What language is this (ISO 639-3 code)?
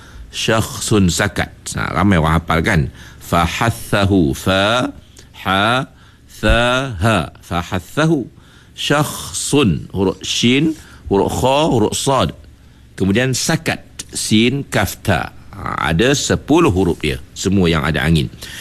msa